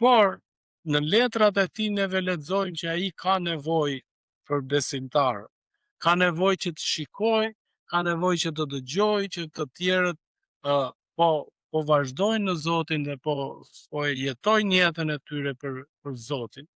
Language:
Albanian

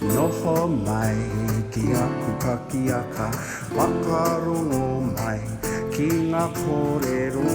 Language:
Māori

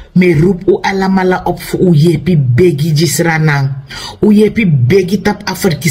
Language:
Sranan Tongo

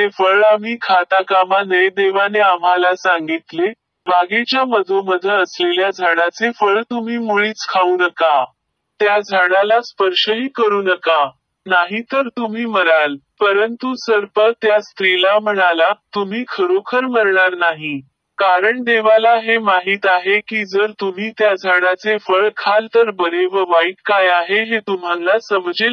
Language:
Marathi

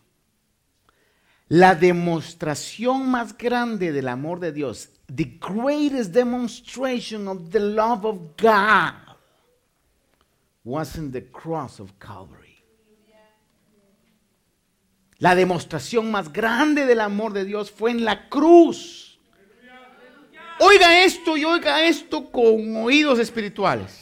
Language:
Spanish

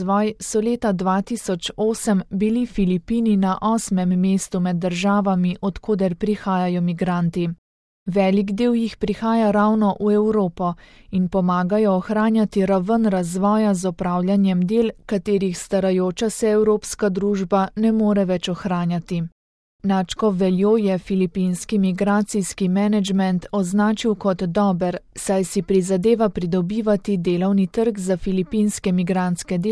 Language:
Slovenian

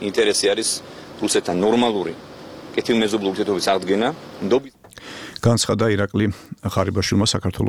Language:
Georgian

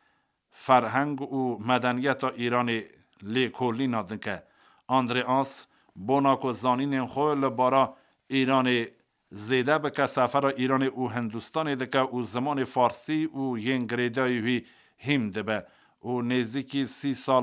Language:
Kurdish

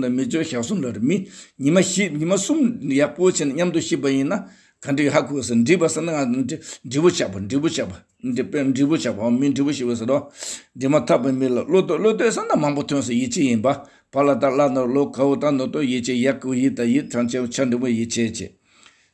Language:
Tibetan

